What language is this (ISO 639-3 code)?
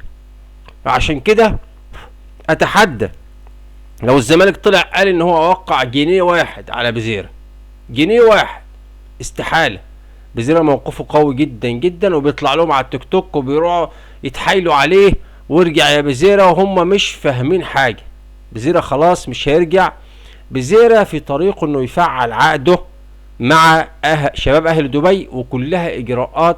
arz